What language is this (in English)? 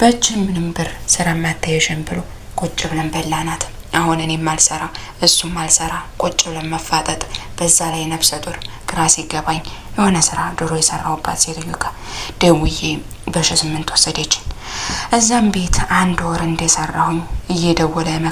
Amharic